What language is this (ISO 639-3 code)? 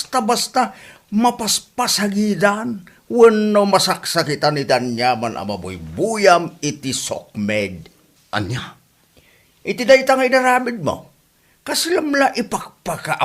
ilo